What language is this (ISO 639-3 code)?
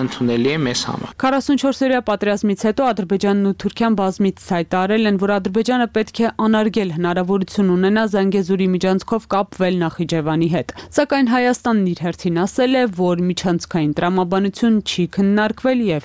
hye